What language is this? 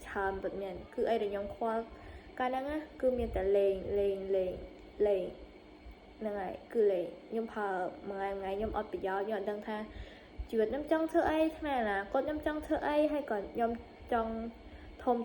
Khmer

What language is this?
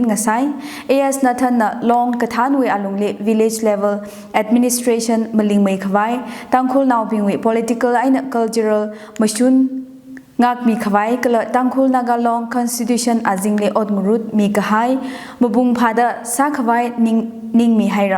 Tangkhul Naga (India)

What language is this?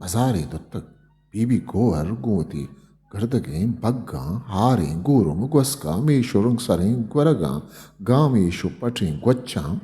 Eastern Balochi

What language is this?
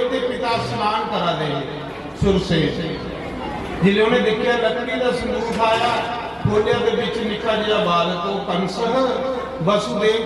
Dogri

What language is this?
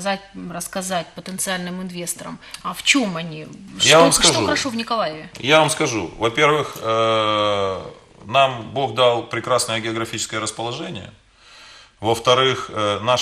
Russian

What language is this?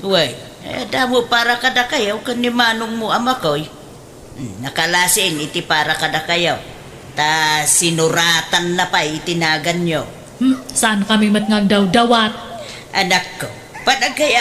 Iloko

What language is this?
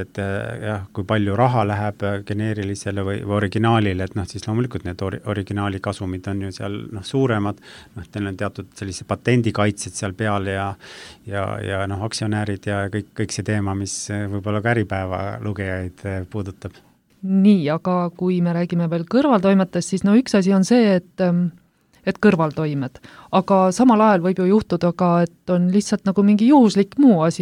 Estonian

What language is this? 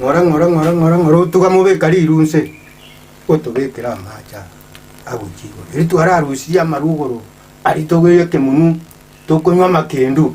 Gusii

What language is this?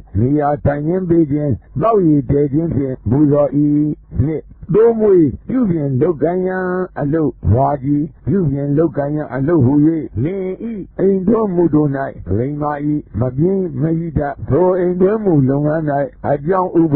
Burmese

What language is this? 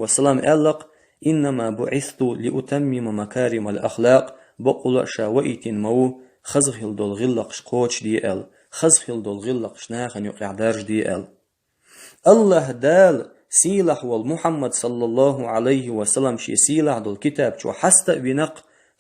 Chechen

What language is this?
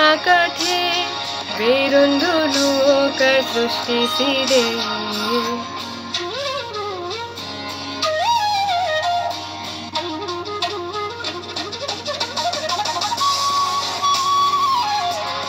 Kannada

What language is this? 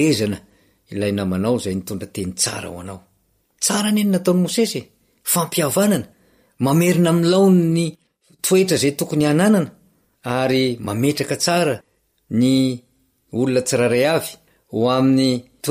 Malagasy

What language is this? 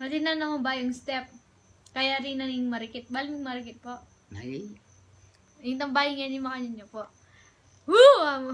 Pampanga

